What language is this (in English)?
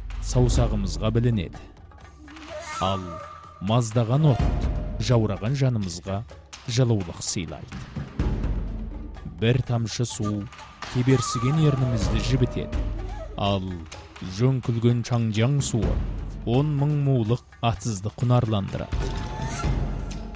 Kazakh